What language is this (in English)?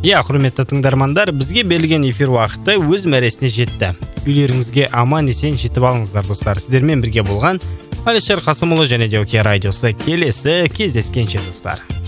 Kazakh